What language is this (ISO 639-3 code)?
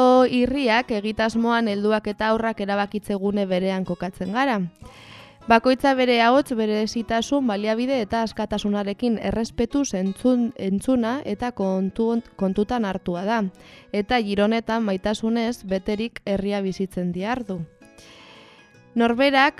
eus